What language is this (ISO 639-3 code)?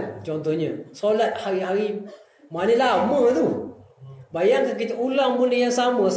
msa